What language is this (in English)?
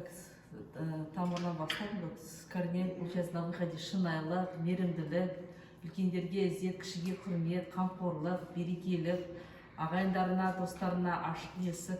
Kazakh